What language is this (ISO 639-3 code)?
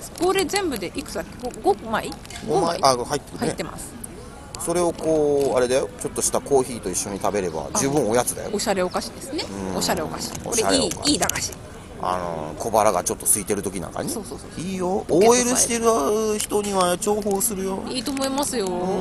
jpn